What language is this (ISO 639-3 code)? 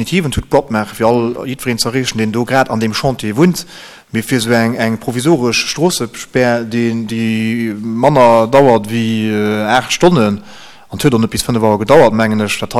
ltz